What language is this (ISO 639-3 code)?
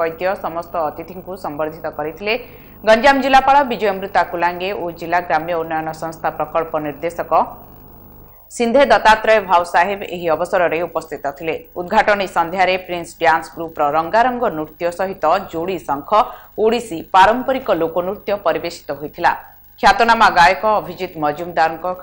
ori